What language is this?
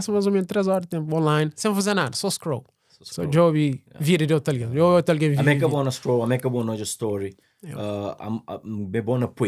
Kabuverdianu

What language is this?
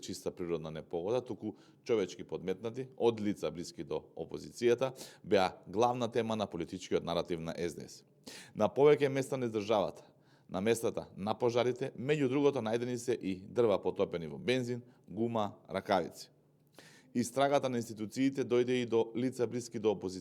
Macedonian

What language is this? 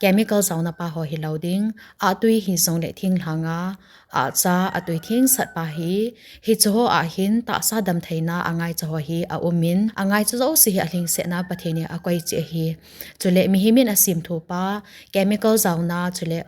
Thado Chin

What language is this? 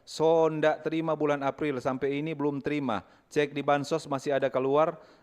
Manado Malay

